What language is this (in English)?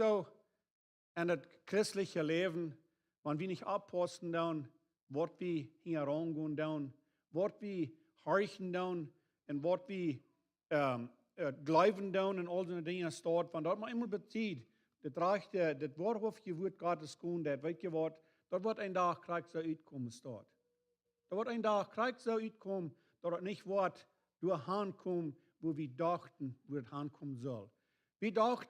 Plautdietsch